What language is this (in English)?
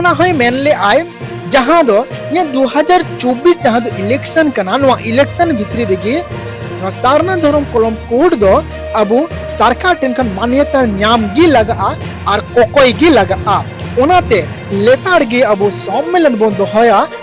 Santali